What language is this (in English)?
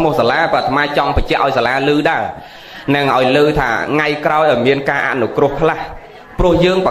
Khmer